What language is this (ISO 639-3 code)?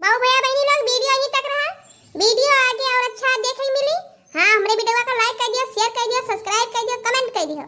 awa